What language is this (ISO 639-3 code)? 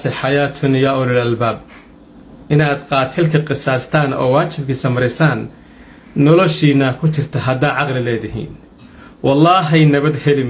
som